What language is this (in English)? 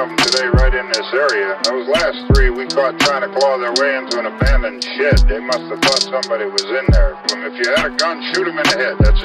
English